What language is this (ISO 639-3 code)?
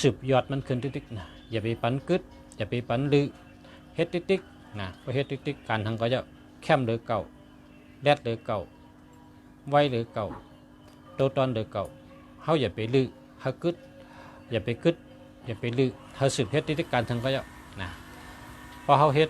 shn